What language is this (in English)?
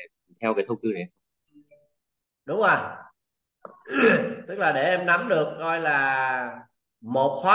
Vietnamese